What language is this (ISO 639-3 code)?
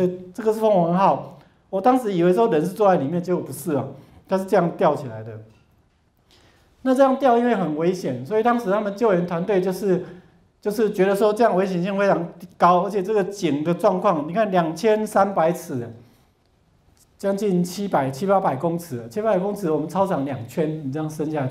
zho